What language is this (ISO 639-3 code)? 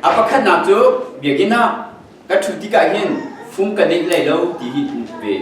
cnh